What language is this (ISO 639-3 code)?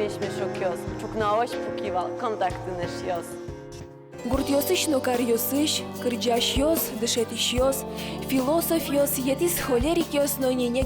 udm